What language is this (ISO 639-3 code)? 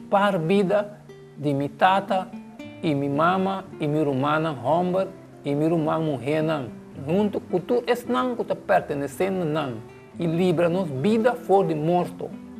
pap